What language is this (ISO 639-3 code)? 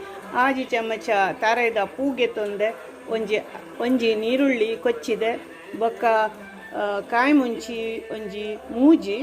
tcy